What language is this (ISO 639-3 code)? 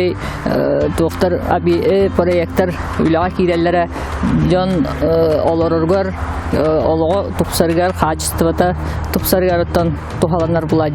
sah